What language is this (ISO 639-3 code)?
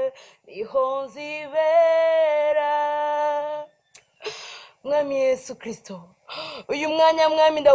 run